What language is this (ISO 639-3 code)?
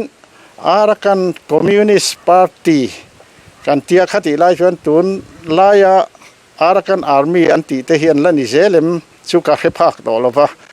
lus